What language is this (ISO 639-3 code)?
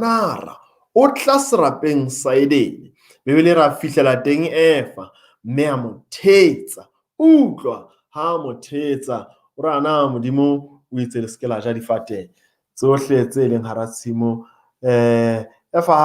sot